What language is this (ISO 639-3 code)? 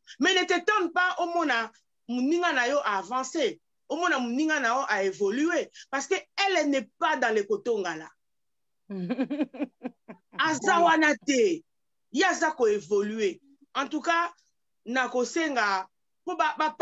lin